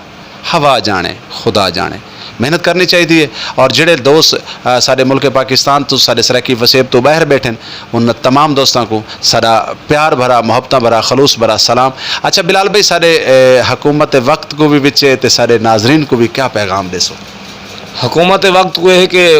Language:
Saraiki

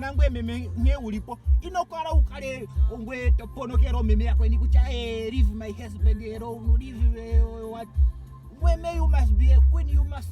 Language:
Ndonga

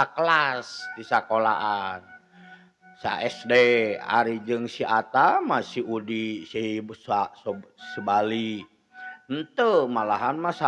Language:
Sundanese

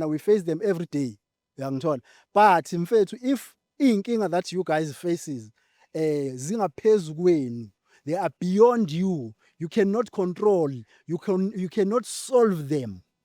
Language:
Zulu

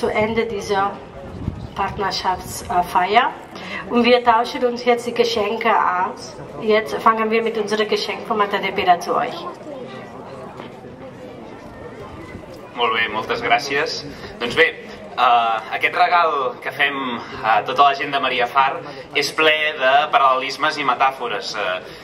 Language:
Catalan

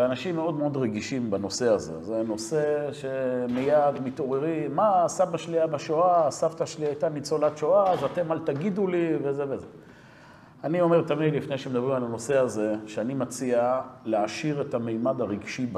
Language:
Hebrew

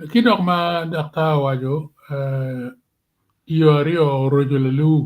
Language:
Acoli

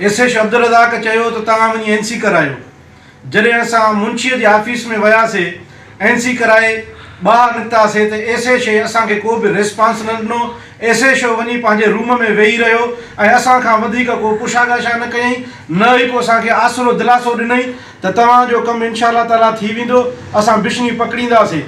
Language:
Sindhi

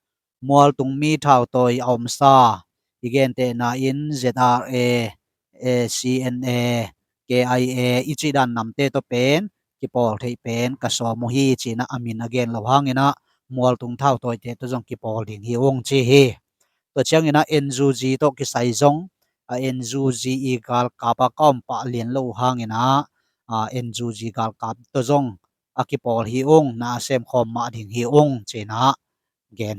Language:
Tedim Chin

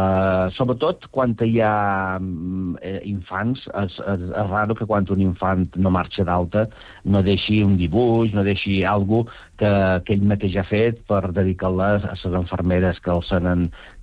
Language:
Catalan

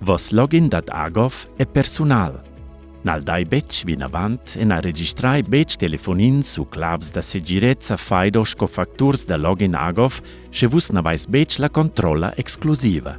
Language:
Romansh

